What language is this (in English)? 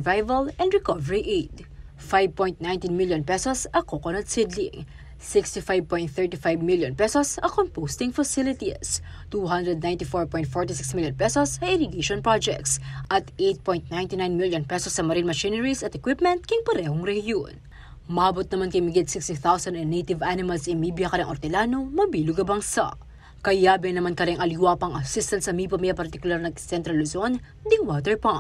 Pampanga